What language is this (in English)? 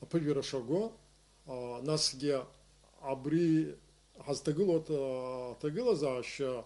Abkhazian